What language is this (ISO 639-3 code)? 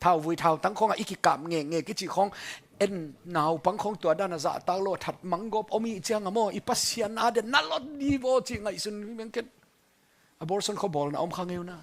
ctd